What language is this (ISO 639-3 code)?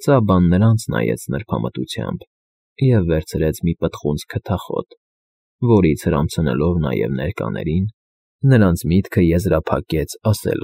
hye